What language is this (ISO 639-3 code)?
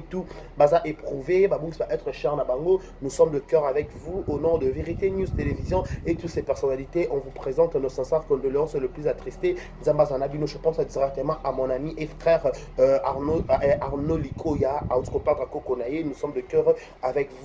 lin